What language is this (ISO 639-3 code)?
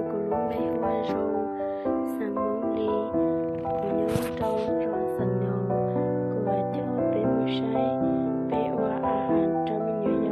hmn